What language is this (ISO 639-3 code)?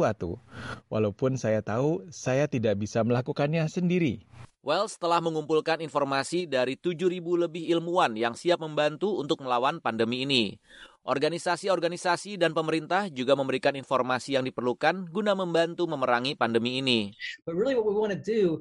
ind